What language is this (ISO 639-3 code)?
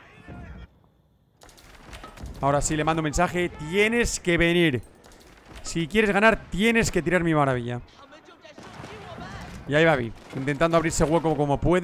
spa